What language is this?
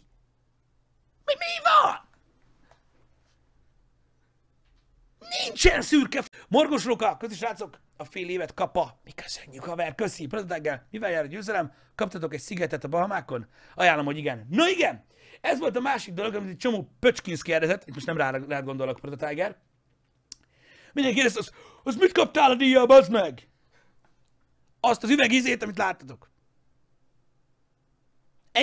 Hungarian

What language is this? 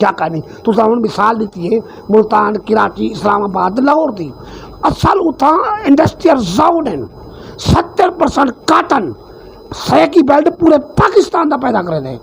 Saraiki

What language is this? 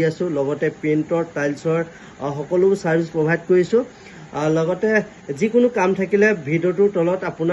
Assamese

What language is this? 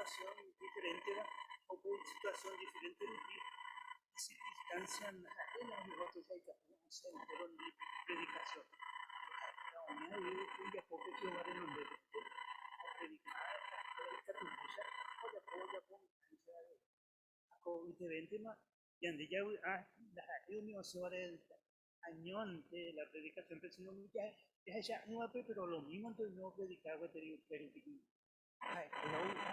Guarani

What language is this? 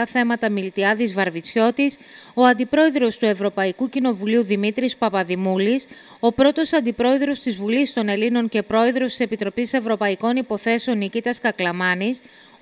Greek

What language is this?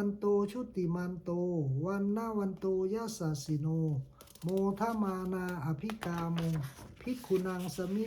Pali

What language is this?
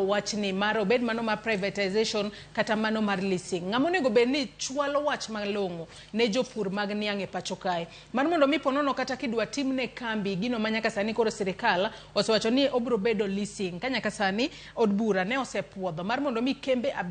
Luo (Kenya and Tanzania)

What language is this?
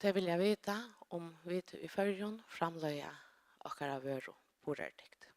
Faroese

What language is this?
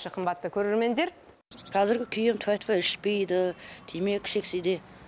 Kazakh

